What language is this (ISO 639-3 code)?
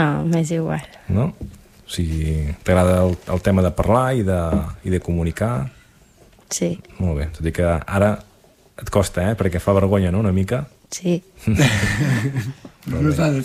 cat